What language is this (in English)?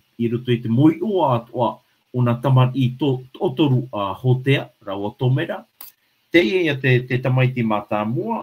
Tahitian